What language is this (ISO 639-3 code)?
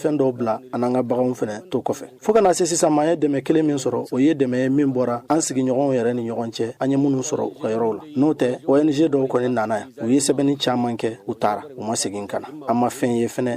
bam